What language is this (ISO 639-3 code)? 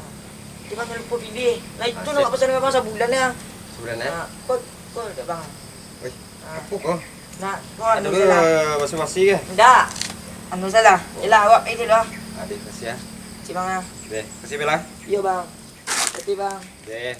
min